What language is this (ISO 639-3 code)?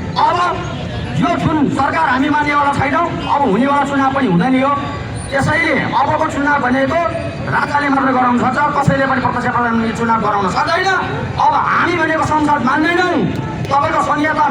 nep